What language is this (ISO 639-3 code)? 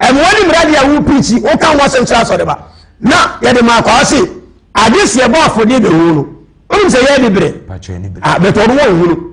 aka